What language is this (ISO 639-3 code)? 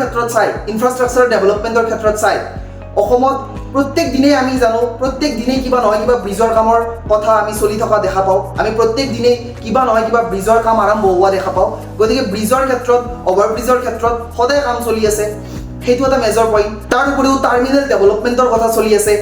asm